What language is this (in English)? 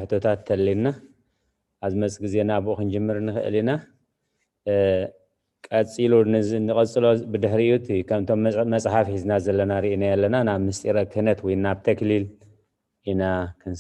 Tigrinya